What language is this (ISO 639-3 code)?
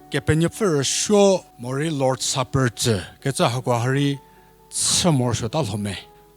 njm